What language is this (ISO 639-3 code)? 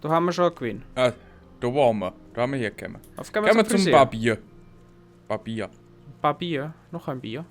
bar